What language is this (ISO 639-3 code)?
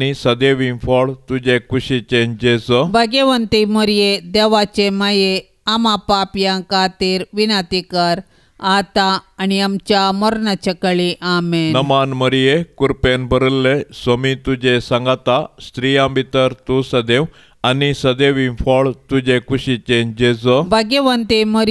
kok